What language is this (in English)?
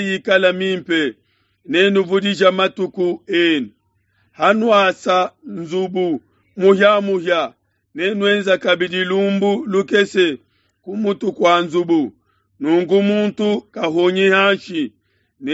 Luba-Lulua